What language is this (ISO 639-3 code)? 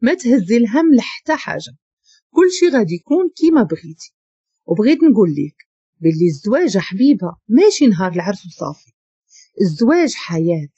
ary